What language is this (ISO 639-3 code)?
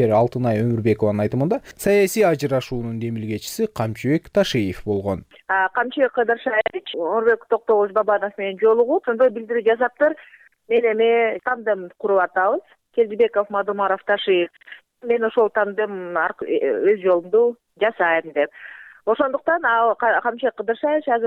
kir